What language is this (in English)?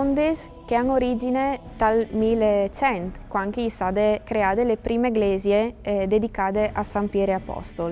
Friulian